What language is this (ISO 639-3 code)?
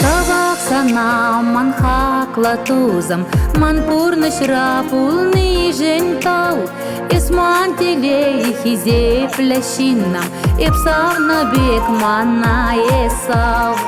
chv